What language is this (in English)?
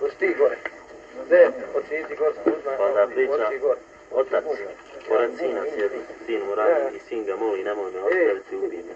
Bosnian